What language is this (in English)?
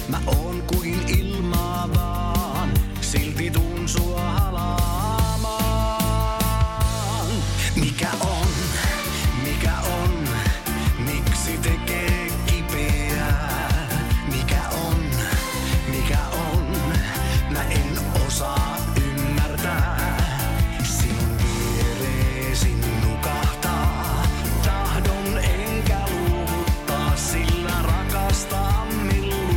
Finnish